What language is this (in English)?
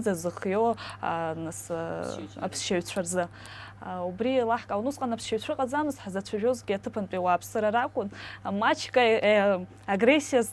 Abkhazian